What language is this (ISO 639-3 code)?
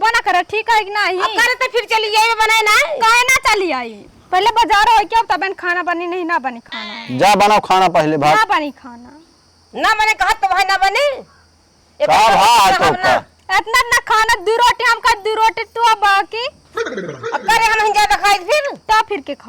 awa